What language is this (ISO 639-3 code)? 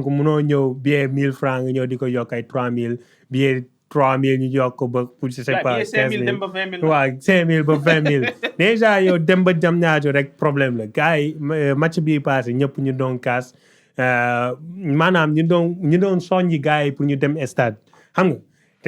wol